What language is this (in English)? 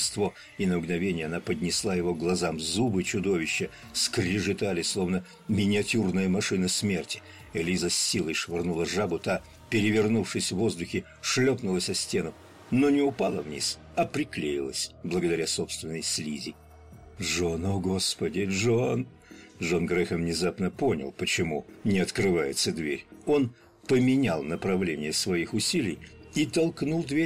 Russian